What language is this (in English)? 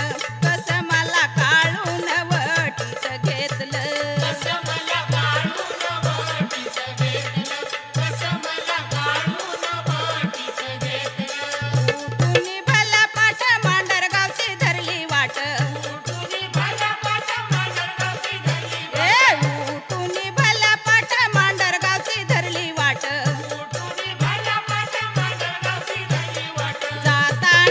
Marathi